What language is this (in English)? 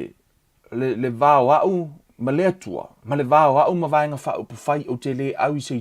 Samoan